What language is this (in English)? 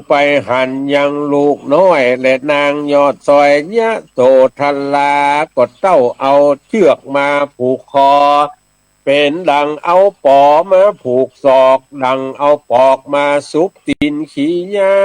Northern Thai